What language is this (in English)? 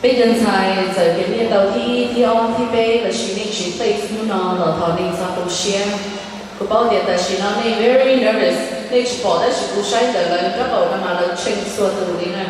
Hmong